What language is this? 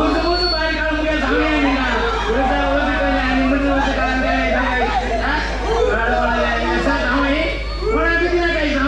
Konkani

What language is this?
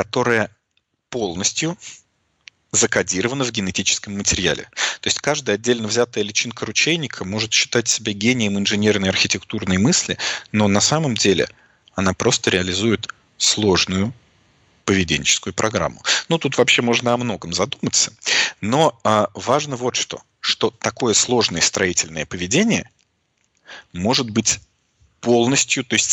Russian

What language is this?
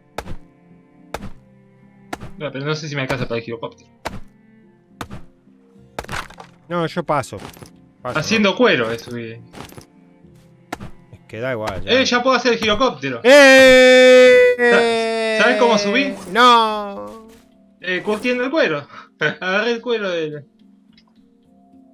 Spanish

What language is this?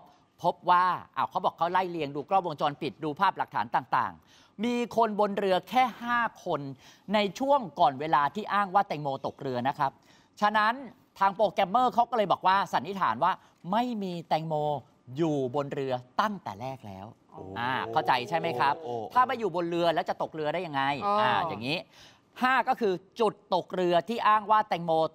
Thai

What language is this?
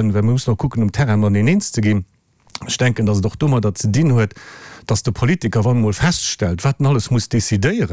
Luxembourgish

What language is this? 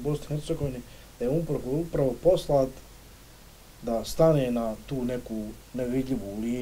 Bosnian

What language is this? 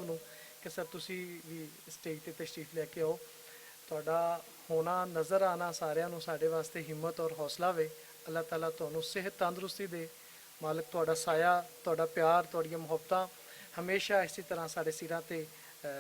Western Panjabi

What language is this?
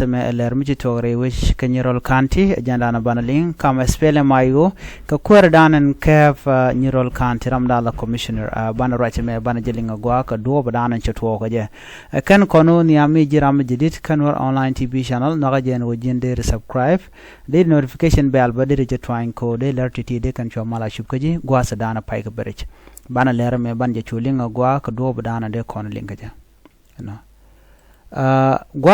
Nuer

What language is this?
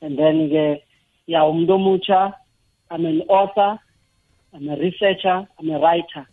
South Ndebele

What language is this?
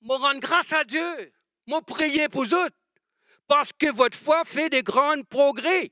Morisyen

